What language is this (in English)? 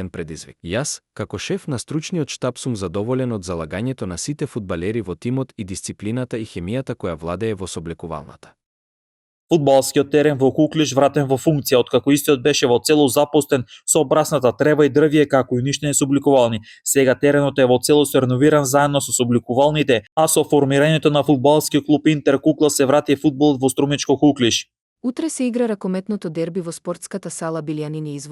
Macedonian